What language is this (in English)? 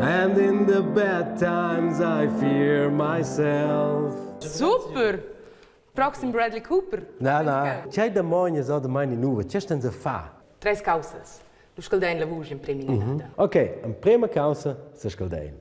Romansh